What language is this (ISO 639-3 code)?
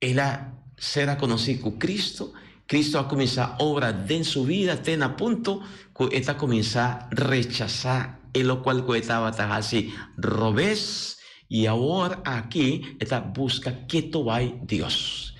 pap